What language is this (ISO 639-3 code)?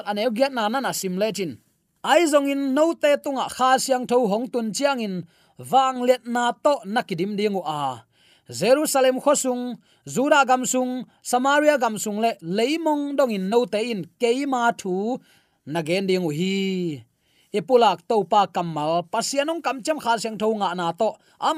ctd